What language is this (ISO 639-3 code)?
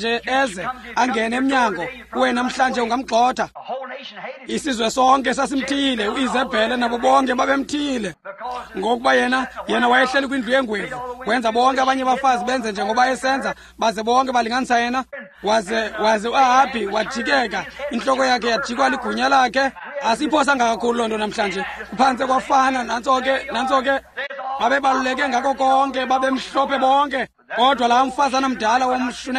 xho